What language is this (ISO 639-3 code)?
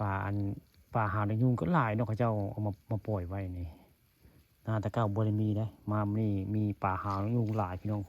tts